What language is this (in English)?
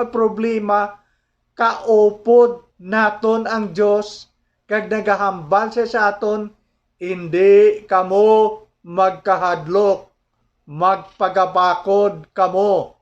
Hiligaynon